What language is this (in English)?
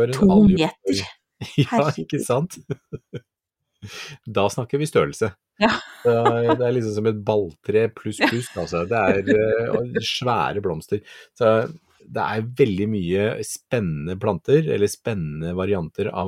Norwegian